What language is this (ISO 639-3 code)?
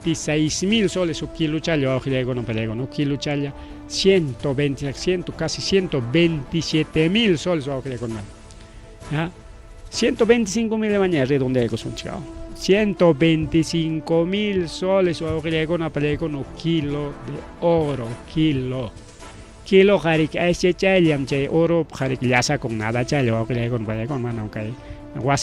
quy